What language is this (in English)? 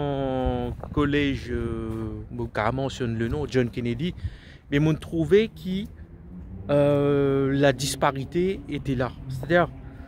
Morisyen